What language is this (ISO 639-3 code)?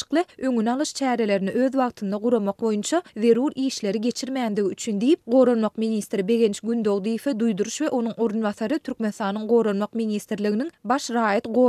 tuk